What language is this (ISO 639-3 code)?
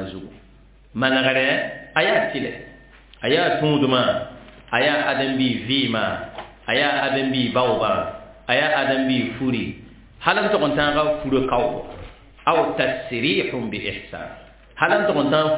mos